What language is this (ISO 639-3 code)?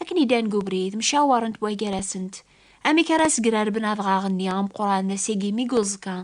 kab